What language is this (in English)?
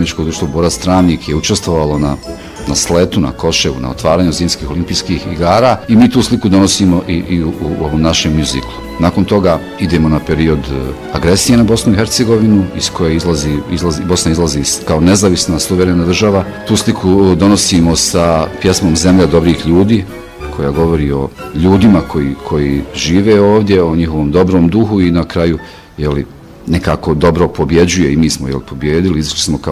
Bosnian